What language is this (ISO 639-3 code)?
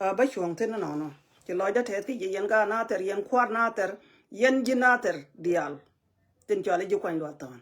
nus